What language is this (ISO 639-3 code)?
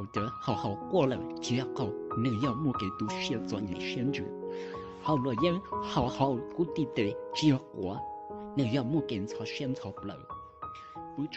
hmn